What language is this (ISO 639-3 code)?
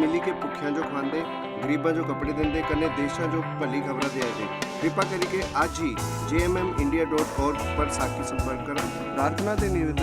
doi